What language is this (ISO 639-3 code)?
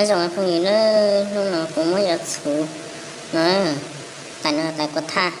hmn